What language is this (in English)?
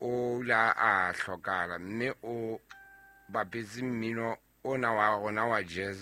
Southern Sotho